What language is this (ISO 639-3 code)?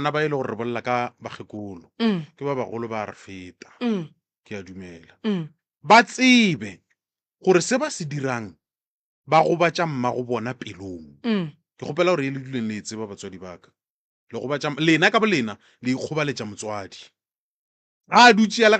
nso